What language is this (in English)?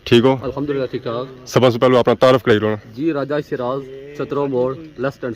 Pahari-Potwari